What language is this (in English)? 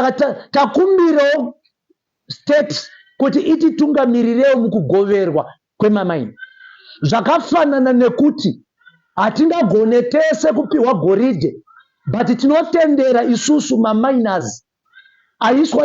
Shona